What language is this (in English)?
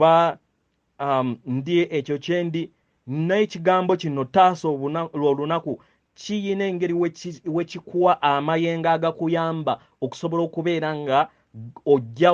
Ganda